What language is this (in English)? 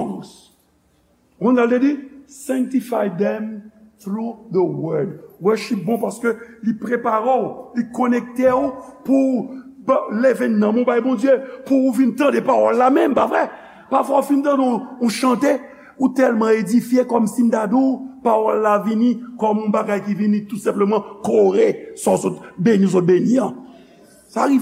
Haitian Creole